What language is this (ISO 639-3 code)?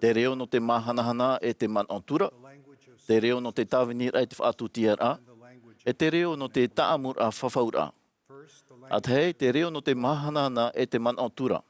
tah